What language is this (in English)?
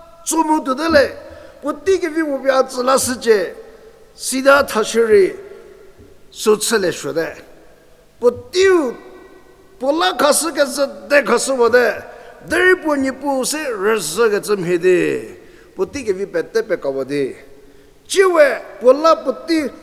Angami Naga